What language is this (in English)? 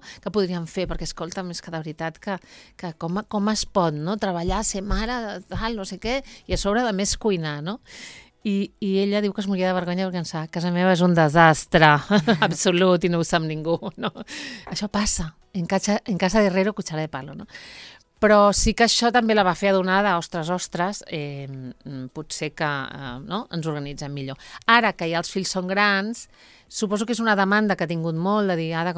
Catalan